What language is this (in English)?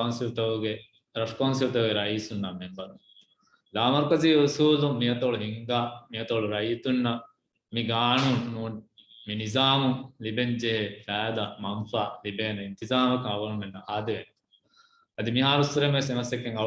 Divehi